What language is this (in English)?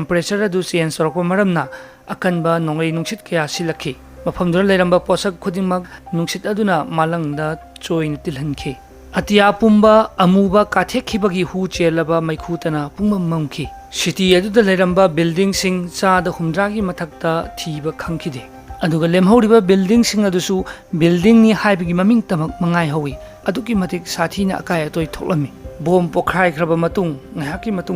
Manipuri